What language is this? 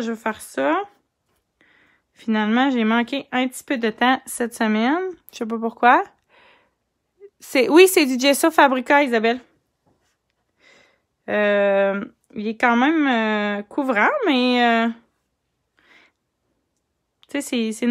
French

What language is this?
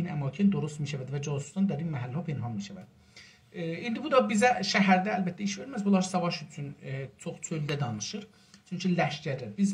South Azerbaijani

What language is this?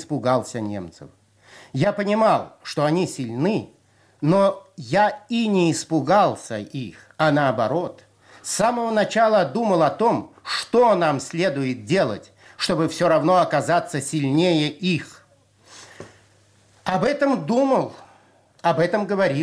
Russian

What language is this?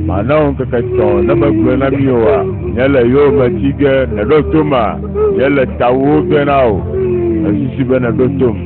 Ewe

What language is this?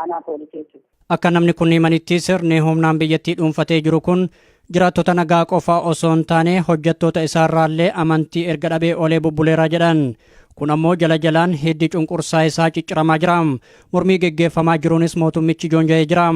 Oromo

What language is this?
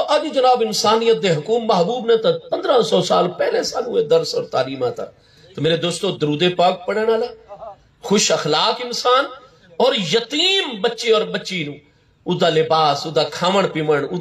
Saraiki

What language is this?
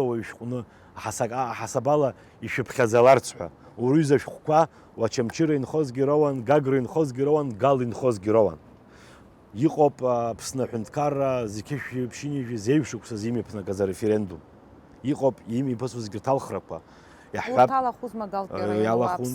Abkhazian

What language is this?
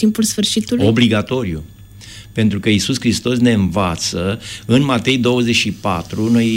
Romanian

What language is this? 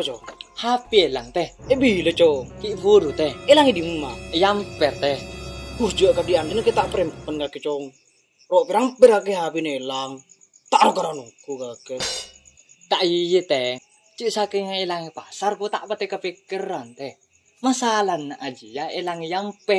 Madurese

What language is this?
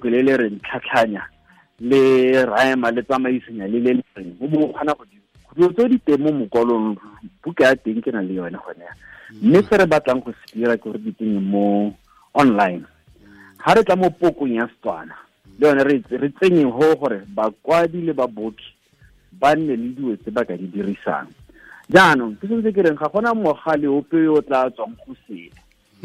Tswana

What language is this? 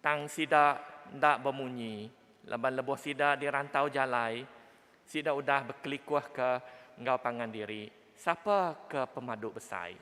Iban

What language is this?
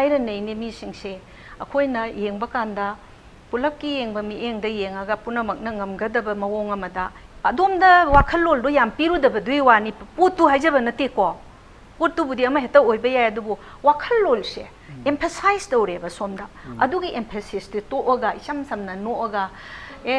Manipuri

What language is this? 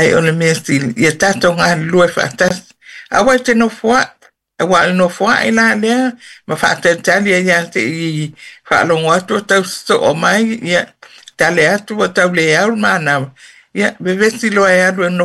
Samoan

